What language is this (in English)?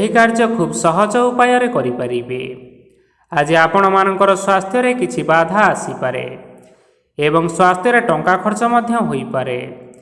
Odia